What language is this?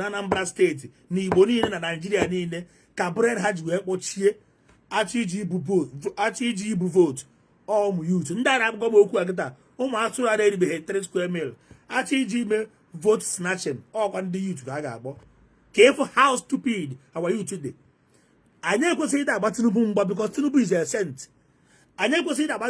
Igbo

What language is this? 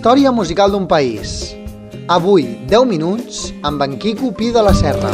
Catalan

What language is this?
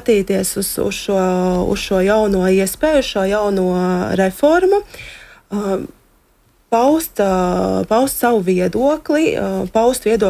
Latvian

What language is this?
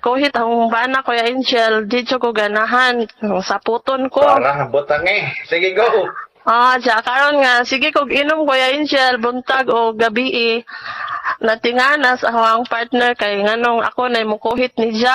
Cebuano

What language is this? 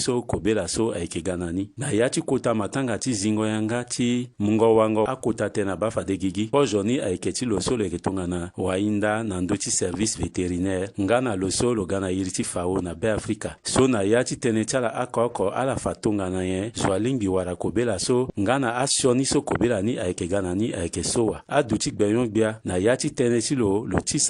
Sango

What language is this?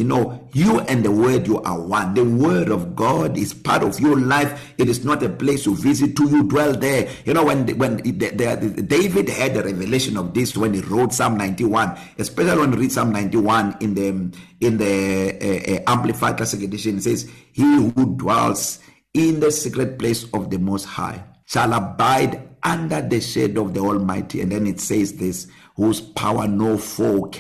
English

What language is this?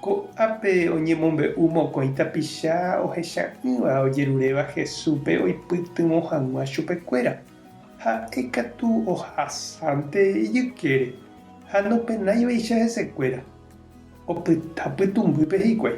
Guarani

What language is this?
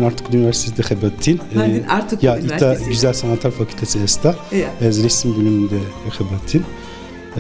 Zaza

